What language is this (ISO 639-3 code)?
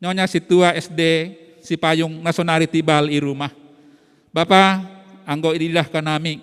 bts